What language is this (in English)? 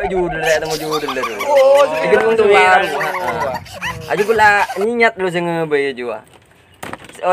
Madurese